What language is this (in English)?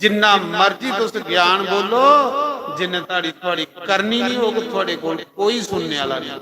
Dogri